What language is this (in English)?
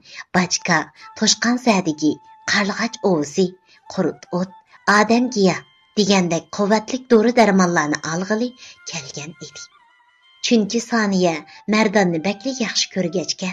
Uyghur